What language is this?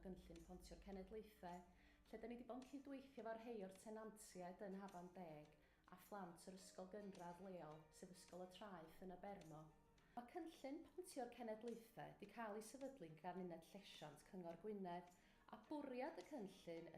Welsh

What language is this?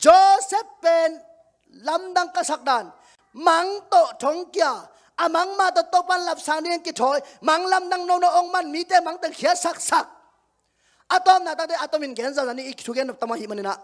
Tedim Chin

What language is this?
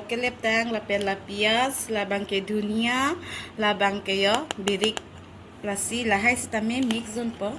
Karbi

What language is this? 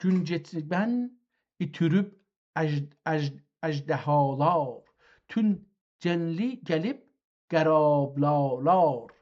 South Azerbaijani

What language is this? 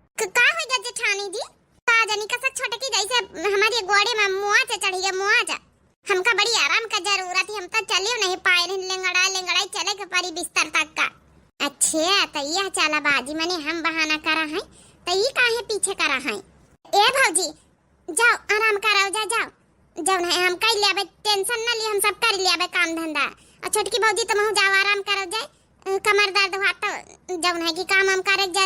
Awadhi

